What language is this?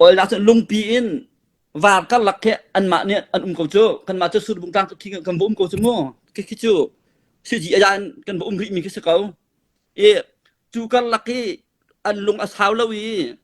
Hakha Chin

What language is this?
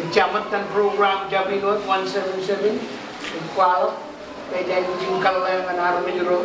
Marshallese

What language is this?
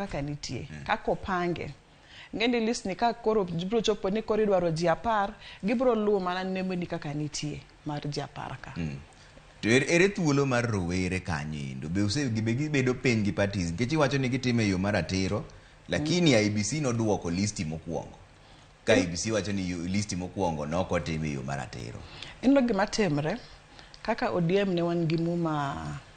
Luo (Kenya and Tanzania)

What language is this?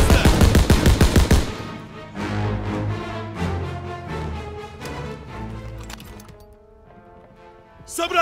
Russian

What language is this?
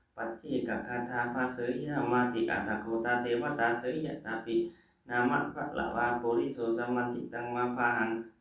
Pali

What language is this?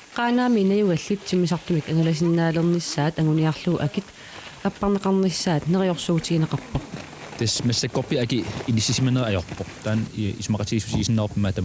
Kalaallisut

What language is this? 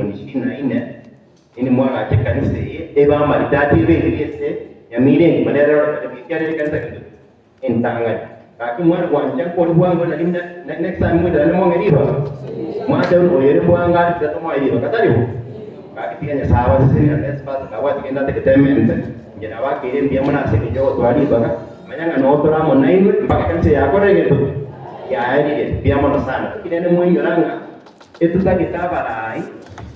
Gusii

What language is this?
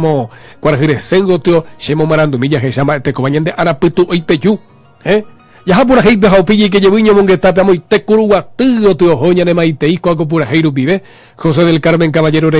Guarani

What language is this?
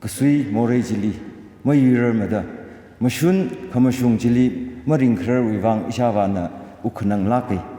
Tangkhul Naga (India)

